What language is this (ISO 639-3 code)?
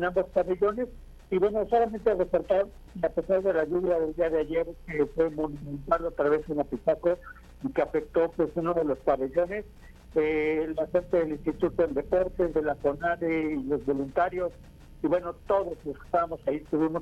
spa